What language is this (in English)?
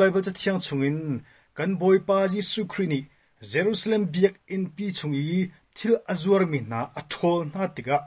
Hakha Chin